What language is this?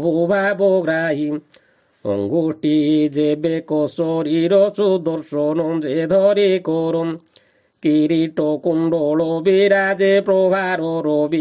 Odia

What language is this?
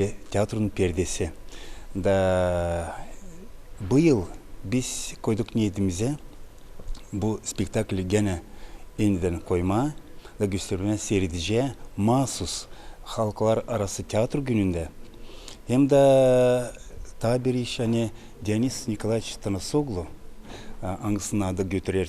Gagauz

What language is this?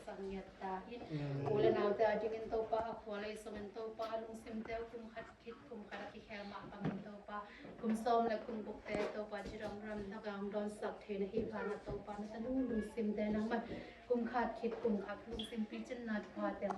Tedim Chin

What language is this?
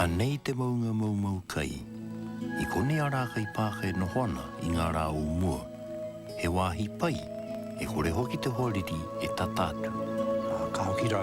Māori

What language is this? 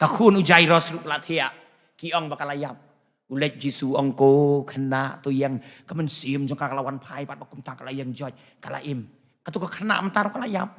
Khasi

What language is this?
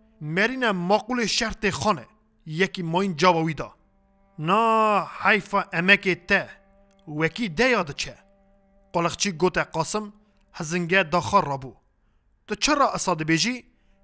Kurdish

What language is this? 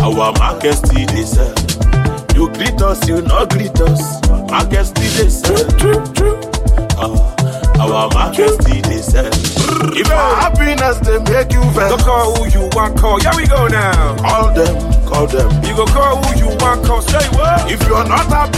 English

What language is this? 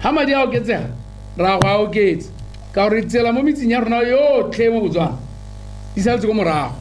Tswana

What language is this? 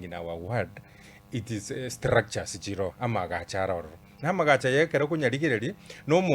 Gusii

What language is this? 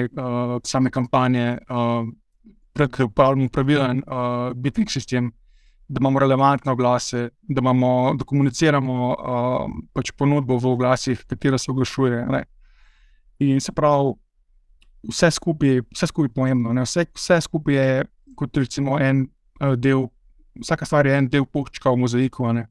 Slovenian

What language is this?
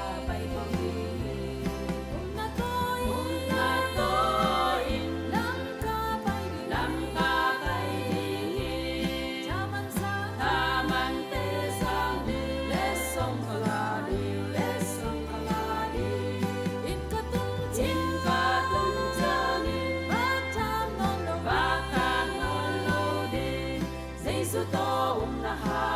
Tedim Chin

